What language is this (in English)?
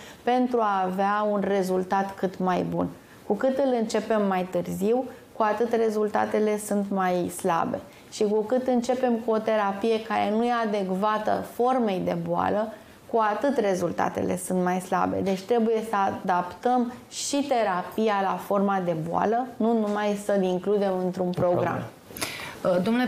Romanian